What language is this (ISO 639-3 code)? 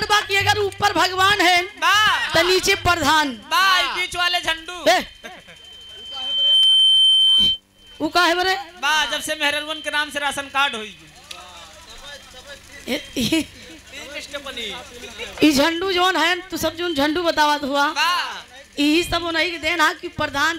bho